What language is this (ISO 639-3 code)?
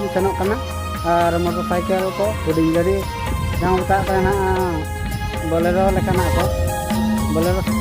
sat